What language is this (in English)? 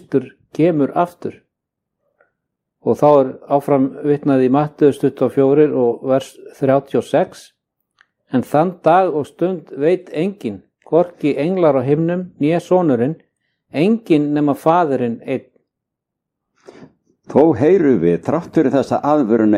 Icelandic